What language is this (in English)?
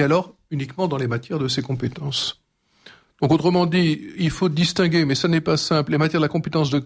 French